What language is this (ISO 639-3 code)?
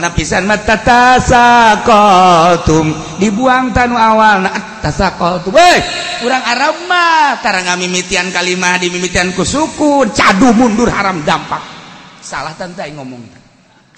sun